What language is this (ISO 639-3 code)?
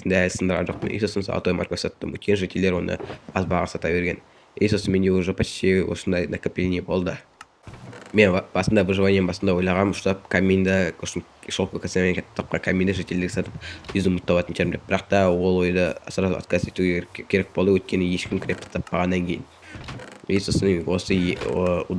kaz